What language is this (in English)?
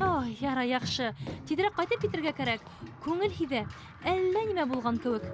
Bashkir